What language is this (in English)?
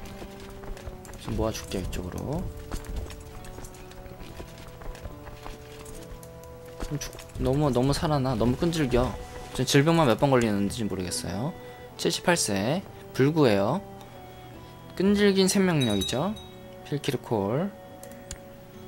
Korean